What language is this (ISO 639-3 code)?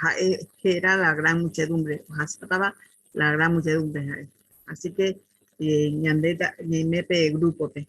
grn